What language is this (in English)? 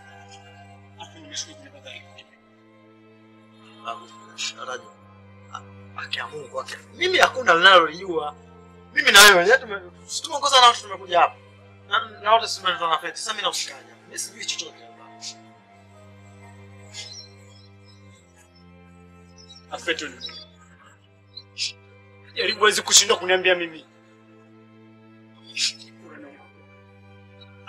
Swahili